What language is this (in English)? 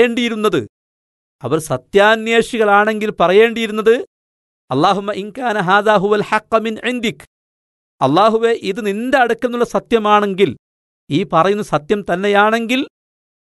Malayalam